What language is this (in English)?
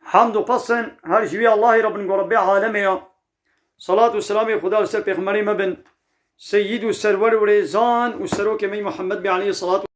Kurdish